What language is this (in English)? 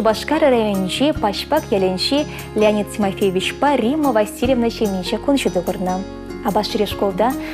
Chuvash